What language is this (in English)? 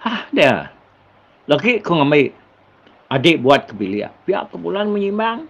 Iban